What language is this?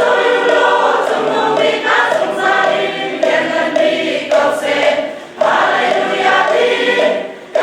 Hakha Chin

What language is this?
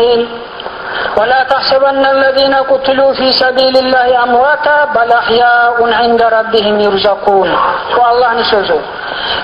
Kumyk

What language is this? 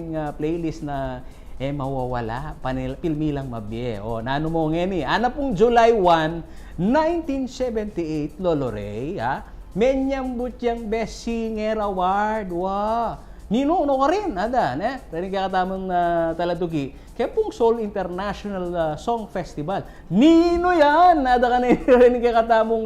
Pampanga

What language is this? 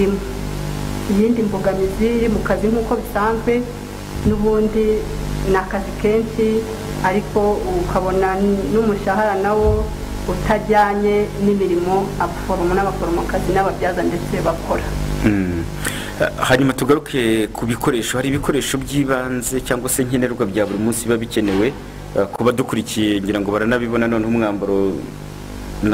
Kinyarwanda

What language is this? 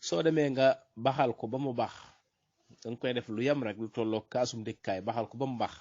Wolof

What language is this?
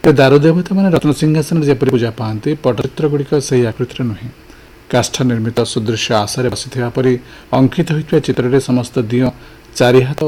Odia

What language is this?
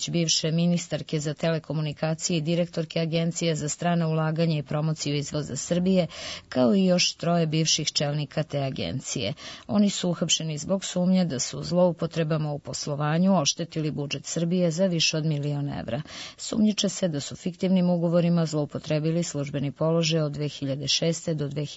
Serbian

